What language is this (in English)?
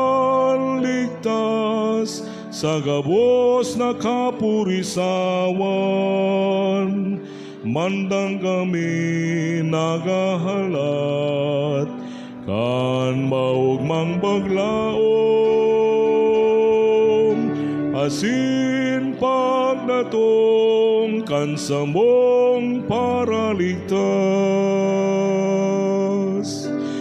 Bikol